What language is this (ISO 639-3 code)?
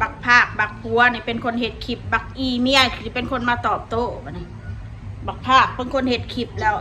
tts